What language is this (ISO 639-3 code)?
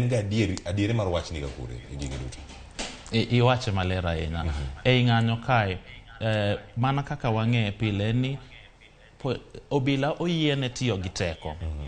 luo